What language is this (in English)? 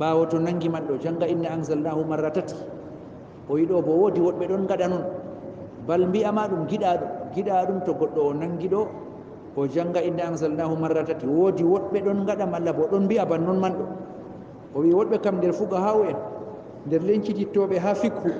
Fula